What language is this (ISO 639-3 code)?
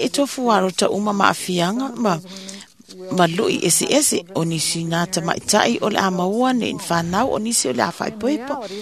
smo